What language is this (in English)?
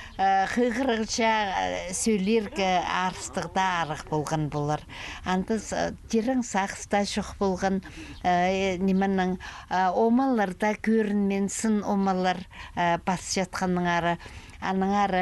Khakas